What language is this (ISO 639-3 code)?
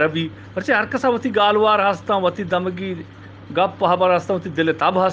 bgp